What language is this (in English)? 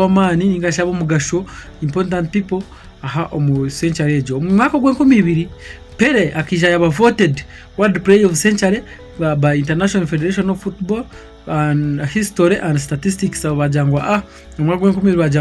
Nyankole